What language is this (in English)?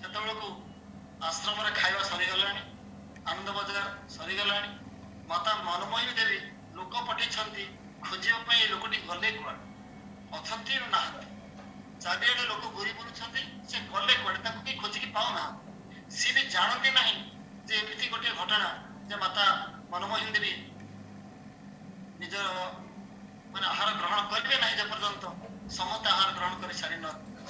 Odia